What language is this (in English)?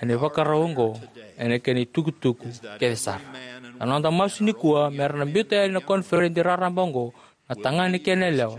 Fijian